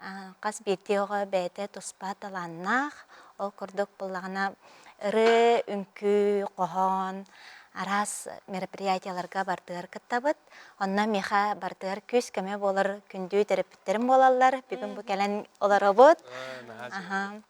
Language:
Yakut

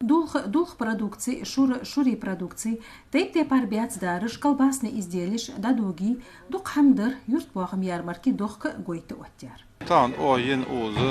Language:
Ingush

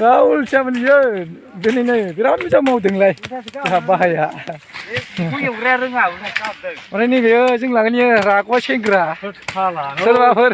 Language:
Bodo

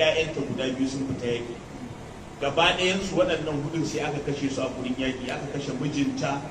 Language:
Hausa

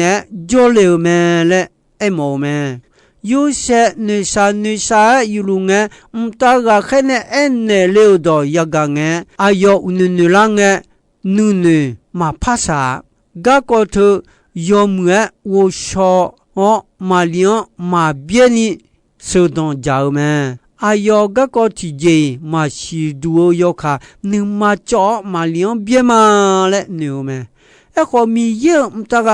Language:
Akha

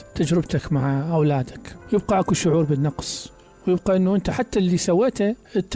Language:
Mesopotamian Arabic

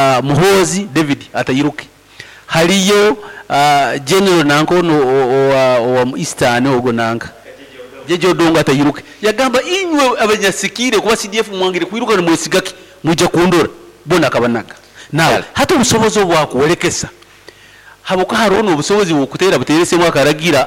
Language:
Nyankole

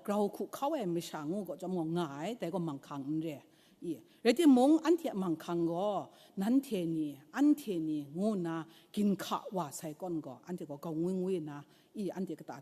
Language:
Kachin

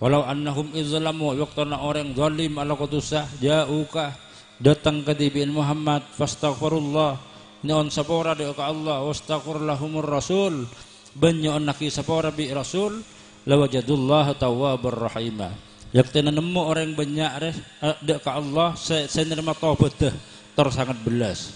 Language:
Madurese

